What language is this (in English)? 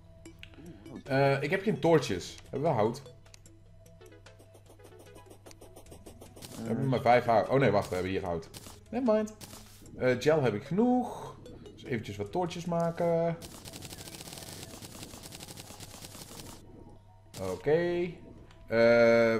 Dutch